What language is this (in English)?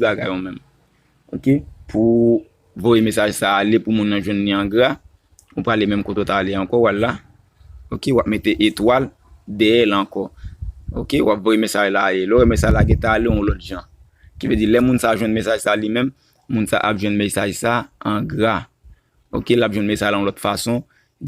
Haitian Creole